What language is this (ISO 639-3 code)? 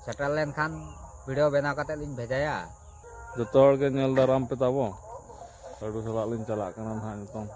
sat